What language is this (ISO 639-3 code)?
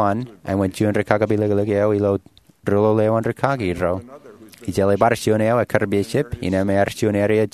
mah